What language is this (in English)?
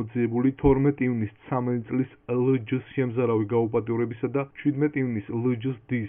Georgian